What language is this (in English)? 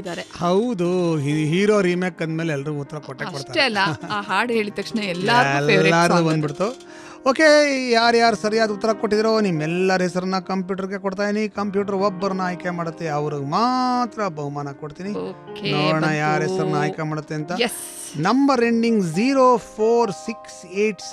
Kannada